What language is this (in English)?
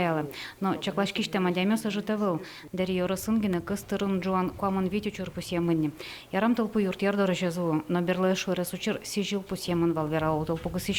Udmurt